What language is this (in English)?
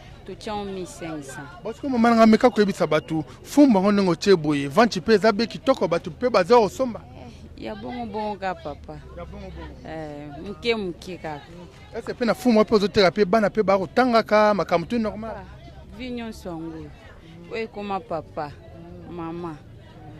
Lingala